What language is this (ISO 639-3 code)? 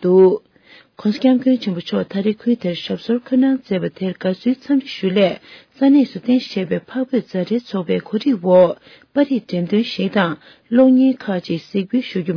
bod